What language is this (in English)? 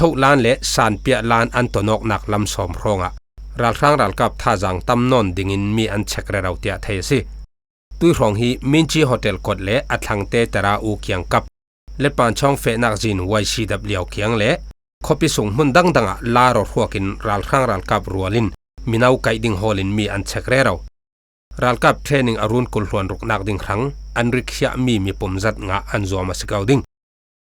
Falam Chin